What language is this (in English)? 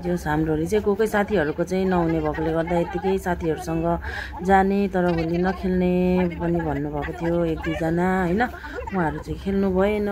Nepali